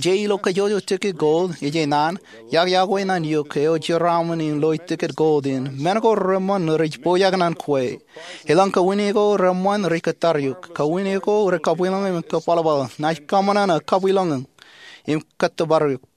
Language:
Marshallese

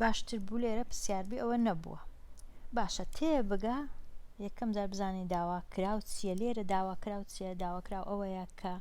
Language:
Central Kurdish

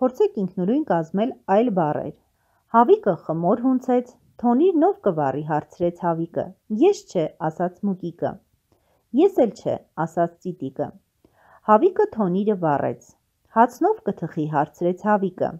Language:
Armenian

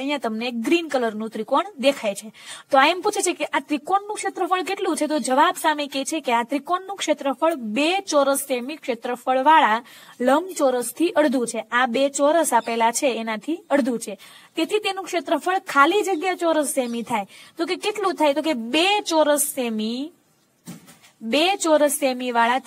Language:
Gujarati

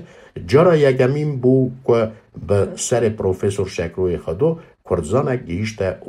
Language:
Kurdish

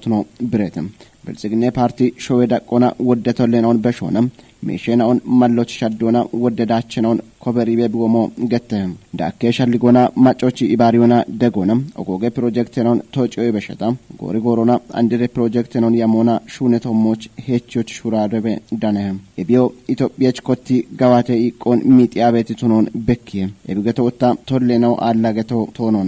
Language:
Kafa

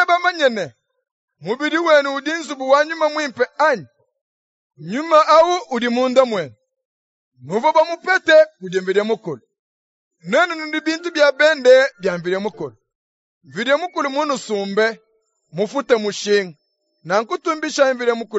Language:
Luba-Lulua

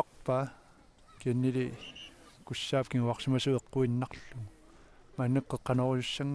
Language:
Kalaallisut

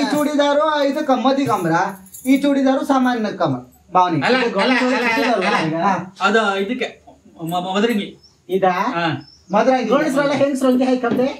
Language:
Kannada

